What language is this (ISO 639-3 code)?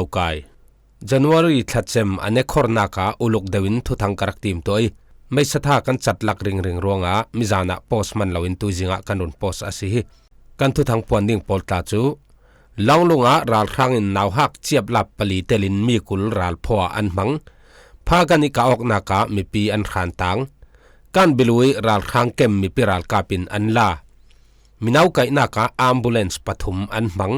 cfm